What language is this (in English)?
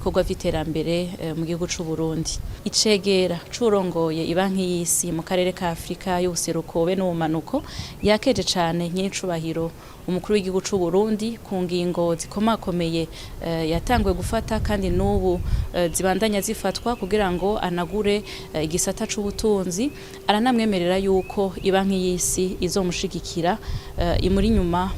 Rundi